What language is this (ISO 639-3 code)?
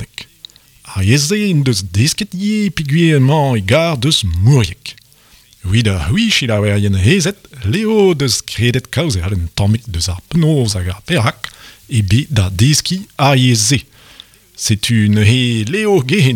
bre